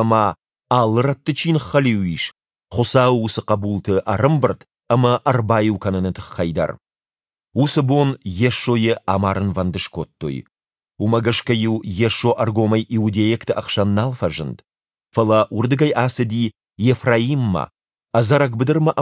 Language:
Ossetic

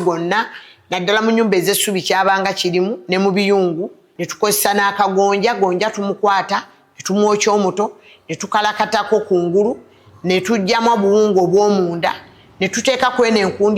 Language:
Ganda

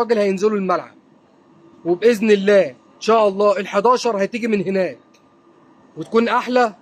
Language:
Egyptian Arabic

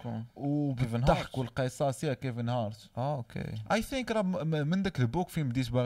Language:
Moroccan Arabic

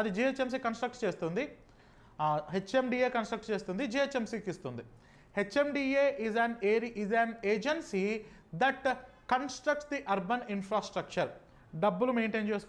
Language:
Telugu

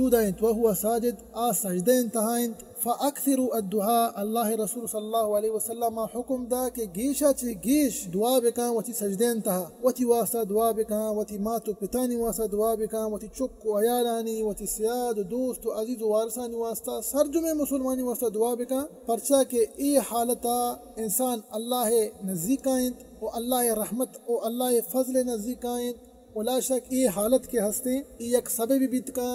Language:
Eastern Balochi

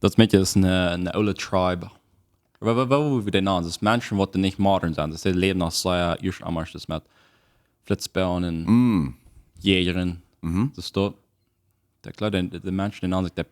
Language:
Plautdietsch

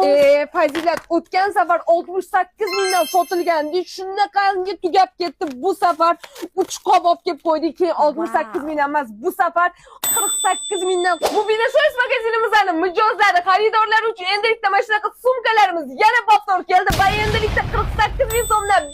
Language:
Uzbek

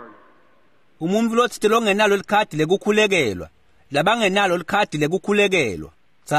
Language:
Swati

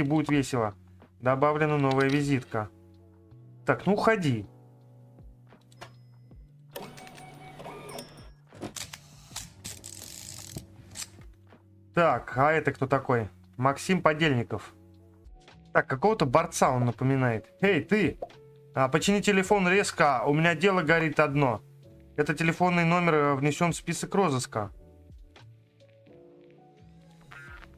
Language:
Russian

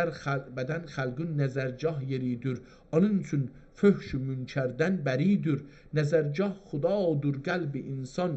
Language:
South Azerbaijani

